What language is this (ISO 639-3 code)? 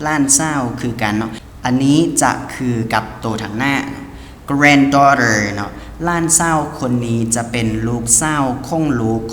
lao